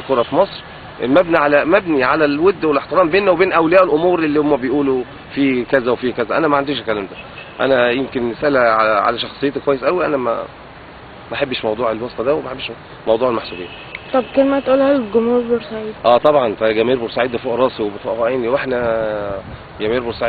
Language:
Egyptian Arabic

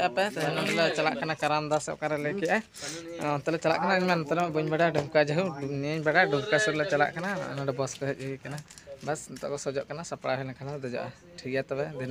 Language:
Santali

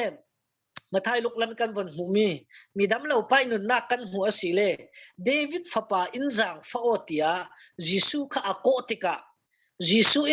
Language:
Falam Chin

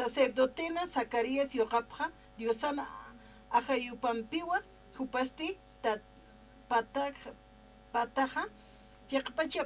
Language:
Aymara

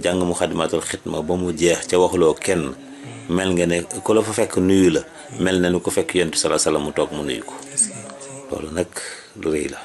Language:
Wolof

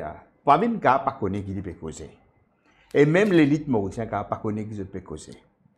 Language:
Morisyen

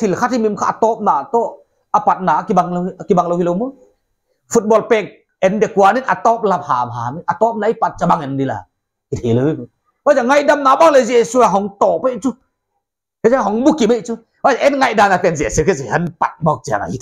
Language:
Paite Chin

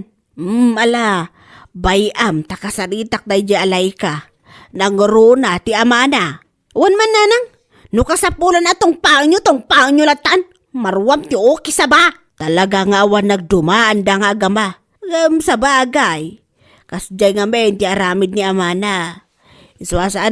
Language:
Iloko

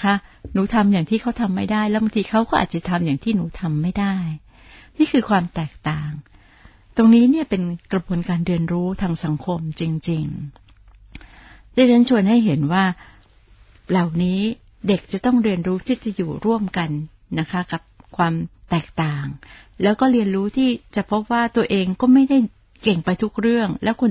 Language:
Thai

